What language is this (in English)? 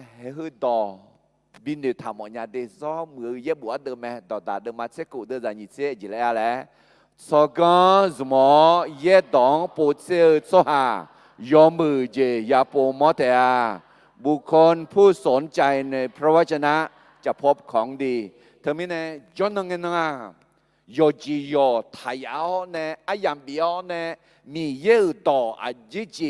Akha